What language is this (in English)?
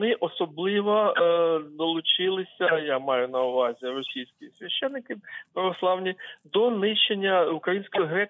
Ukrainian